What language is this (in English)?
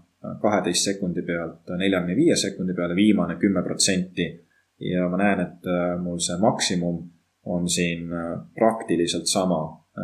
Estonian